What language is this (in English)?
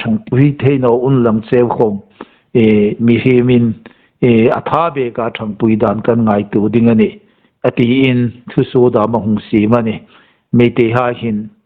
Hmar